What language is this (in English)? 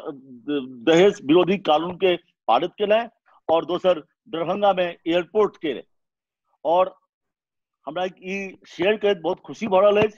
Maithili